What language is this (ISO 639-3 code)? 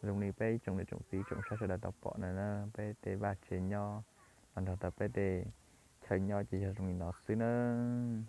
hmn